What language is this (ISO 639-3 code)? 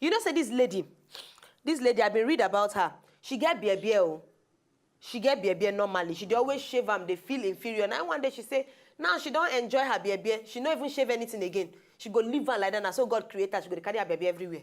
pcm